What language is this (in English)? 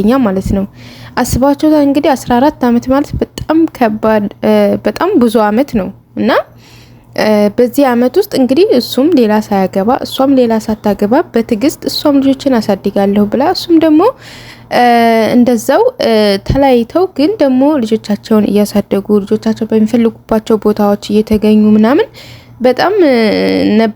Amharic